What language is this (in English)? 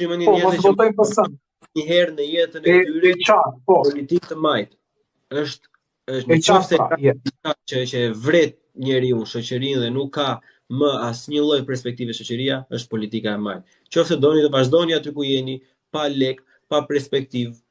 Albanian